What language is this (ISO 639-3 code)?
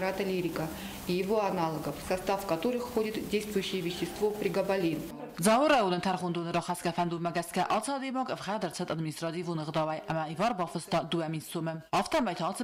oss